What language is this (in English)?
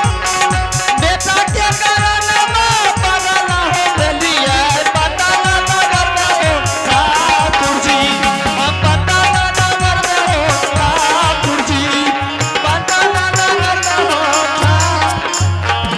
Angika